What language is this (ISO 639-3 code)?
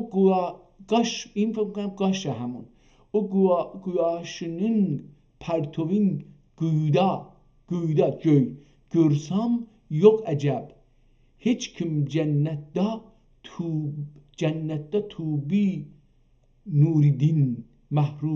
azb